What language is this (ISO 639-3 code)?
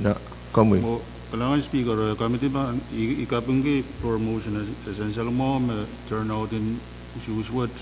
pon